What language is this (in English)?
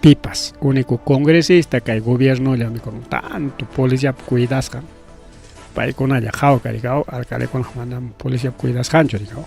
Ayacucho Quechua